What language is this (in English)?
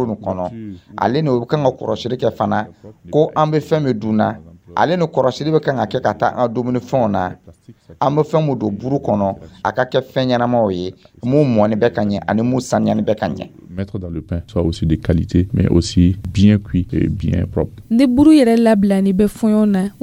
Dyula